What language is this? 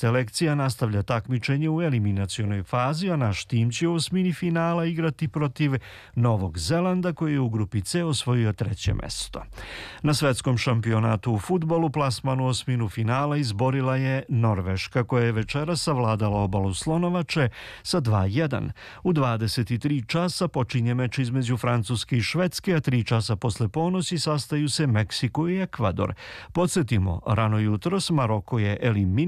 Serbian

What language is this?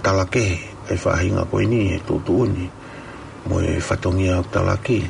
Tongan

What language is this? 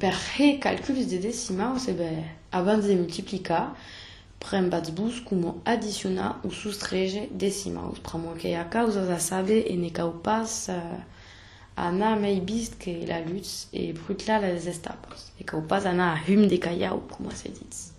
Occitan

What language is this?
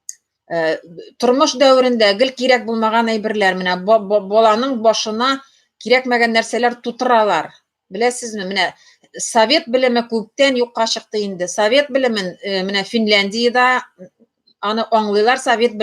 Tatar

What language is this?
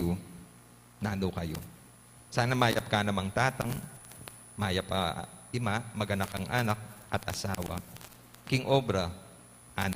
Pampanga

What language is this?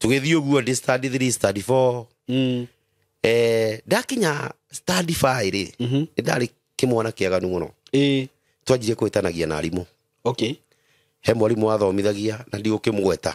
Kikuyu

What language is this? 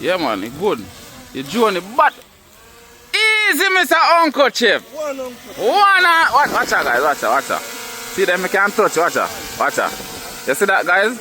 Jamaican Creole English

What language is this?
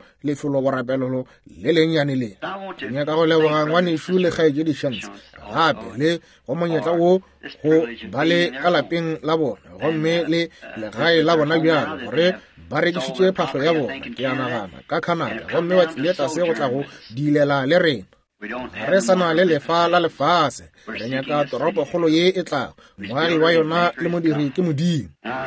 Northern Sotho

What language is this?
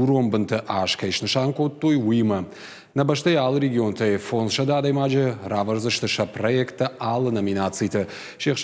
Ossetic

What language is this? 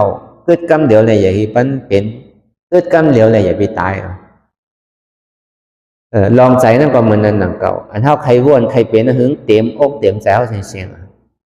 Shan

